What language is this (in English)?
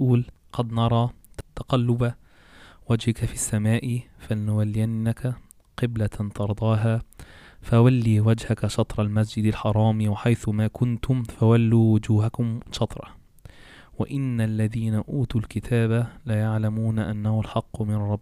Egyptian Arabic